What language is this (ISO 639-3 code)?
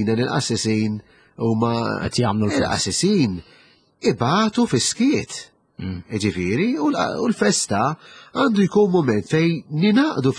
mlt